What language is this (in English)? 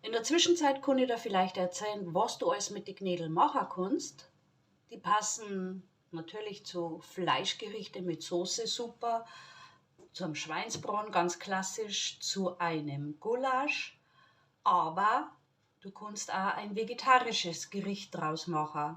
Bavarian